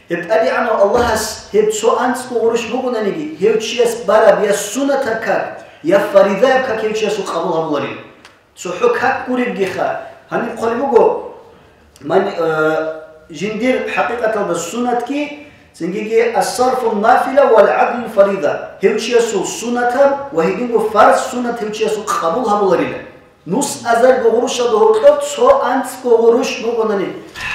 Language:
Avaric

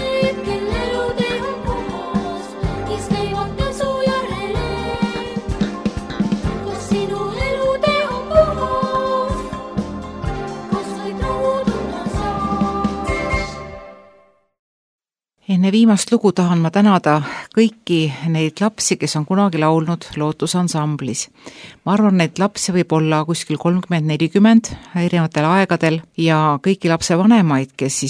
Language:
Estonian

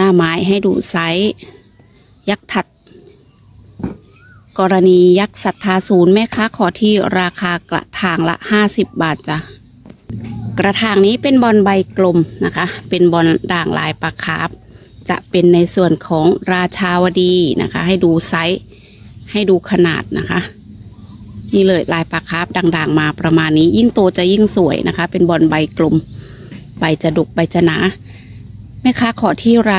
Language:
Thai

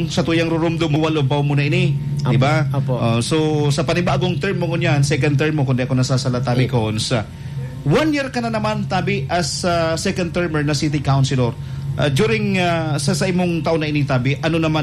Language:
Bikol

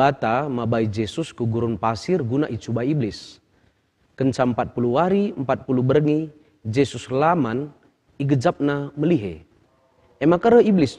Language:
Batak Karo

